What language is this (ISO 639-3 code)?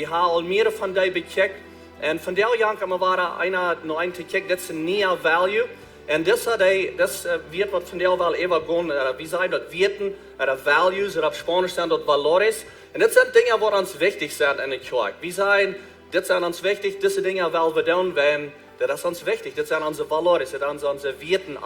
pdt